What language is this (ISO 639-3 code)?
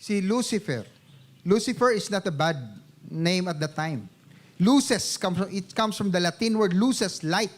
hil